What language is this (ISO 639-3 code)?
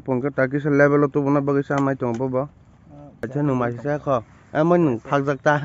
trp